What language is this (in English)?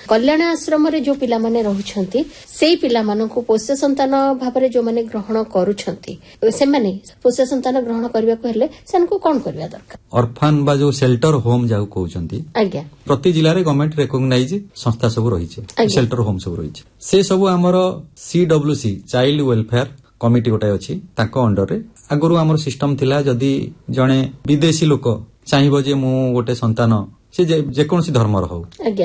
Odia